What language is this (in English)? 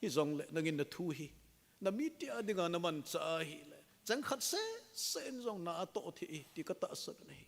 Thado Chin